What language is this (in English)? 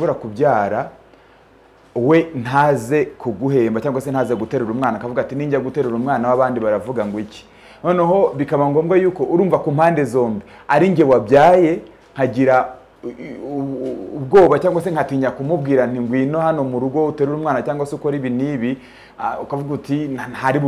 Kinyarwanda